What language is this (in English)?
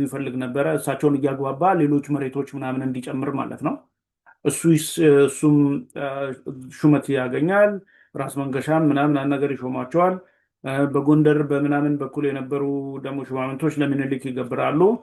Amharic